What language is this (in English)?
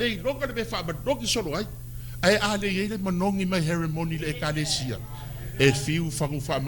Samoan